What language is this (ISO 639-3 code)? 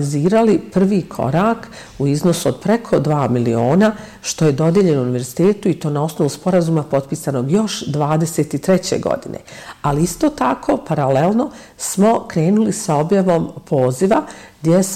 bos